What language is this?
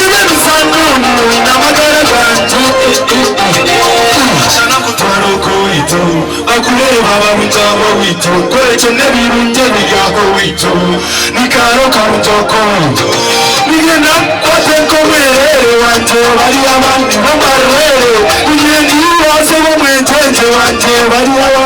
Nyankole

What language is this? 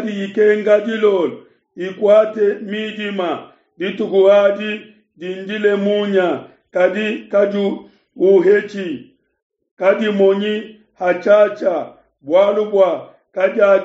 Luba-Lulua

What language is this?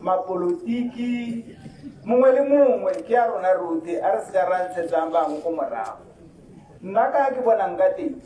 Tswana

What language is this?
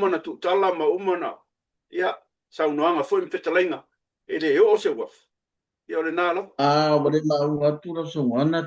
Samoan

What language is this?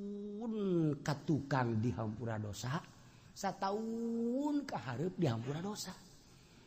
Sundanese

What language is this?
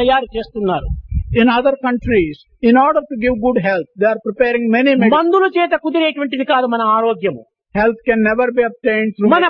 Telugu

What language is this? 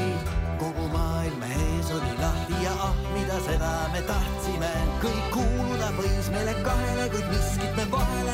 Estonian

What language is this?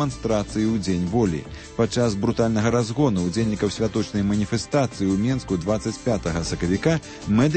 Belarusian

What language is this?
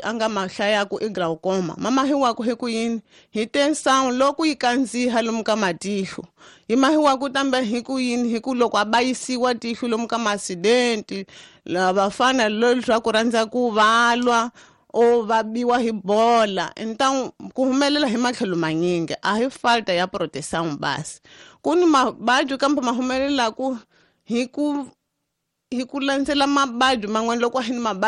Tsonga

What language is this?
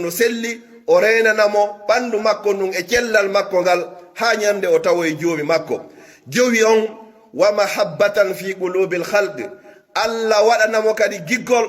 Pular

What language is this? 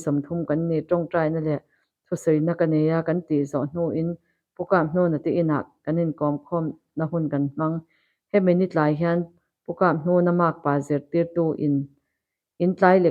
Mizo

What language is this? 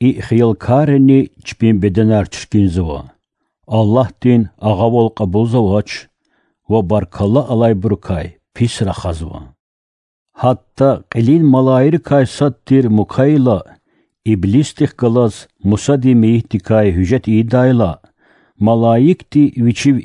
Lezghian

